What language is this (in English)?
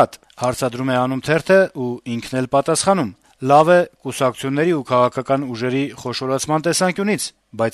Armenian